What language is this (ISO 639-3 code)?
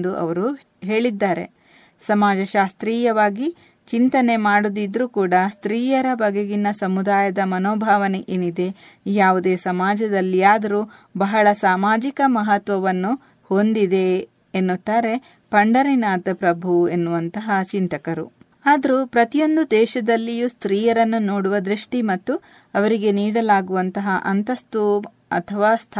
kan